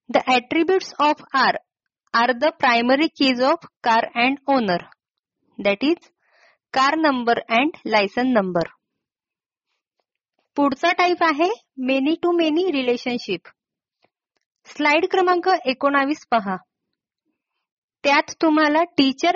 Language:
Marathi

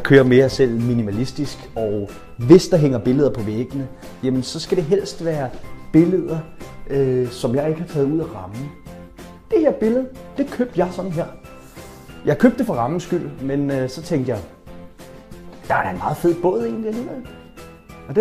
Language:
Danish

